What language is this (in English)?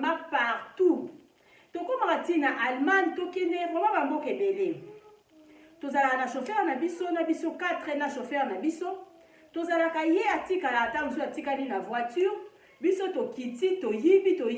Lingala